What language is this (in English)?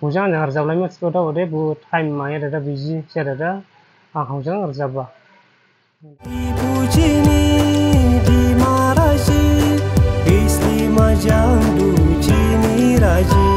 Dimasa